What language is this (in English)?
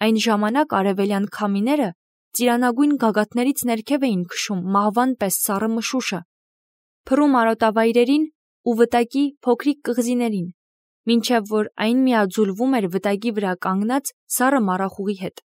Armenian